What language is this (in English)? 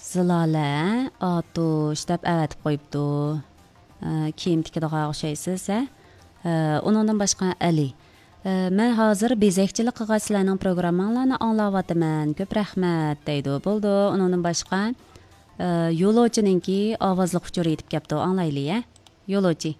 Uyghur